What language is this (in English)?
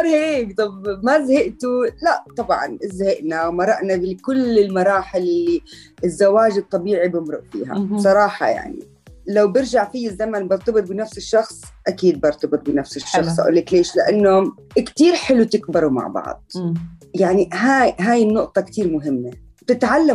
North Levantine Arabic